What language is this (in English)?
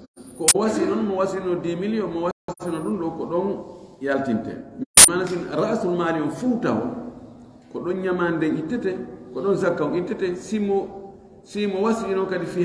Fula